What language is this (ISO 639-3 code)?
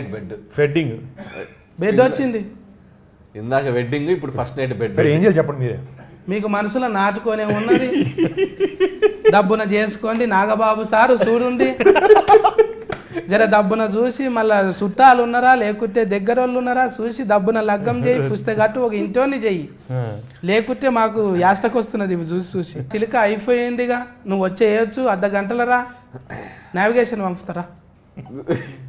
tel